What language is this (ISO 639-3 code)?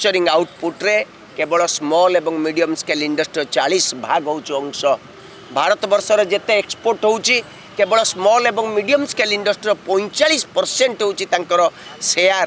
ori